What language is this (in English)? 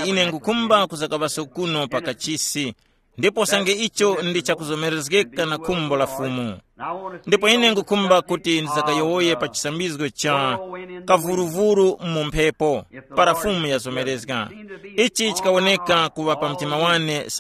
Tumbuka